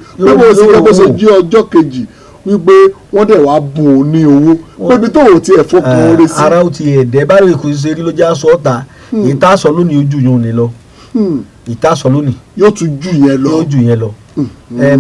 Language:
Yoruba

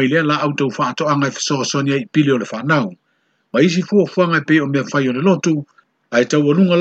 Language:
Samoan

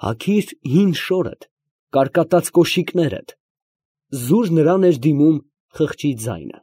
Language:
Armenian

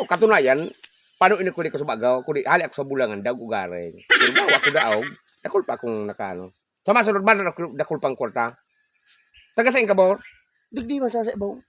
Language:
Bikol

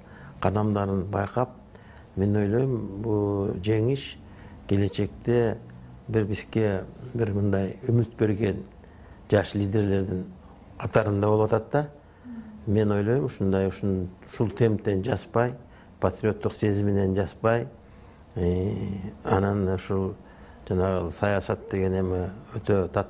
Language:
Kyrgyz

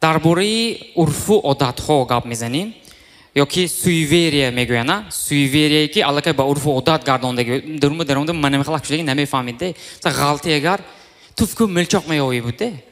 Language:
Tajik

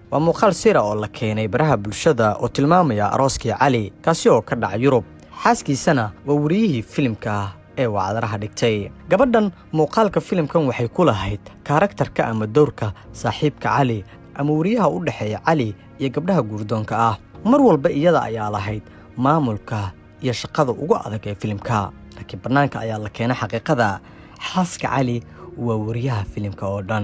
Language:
Somali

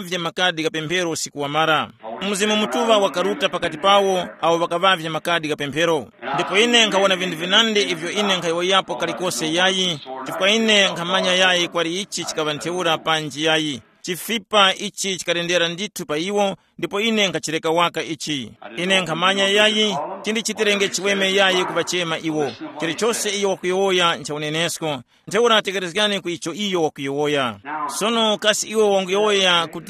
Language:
Tumbuka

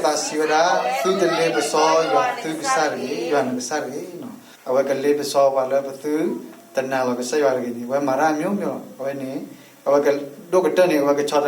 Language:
S'gaw Karen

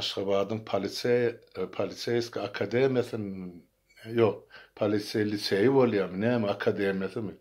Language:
Turkmen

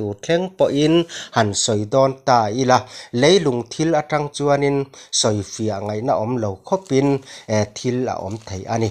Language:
Mizo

